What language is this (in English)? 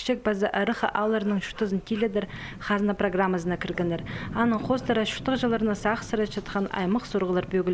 Khakas